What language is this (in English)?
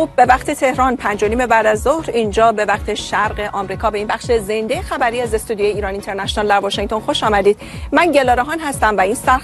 Persian